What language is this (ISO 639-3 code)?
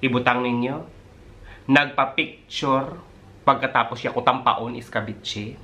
hil